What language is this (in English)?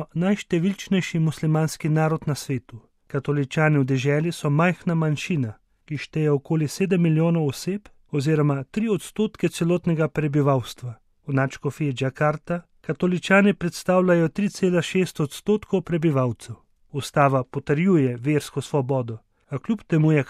Slovenian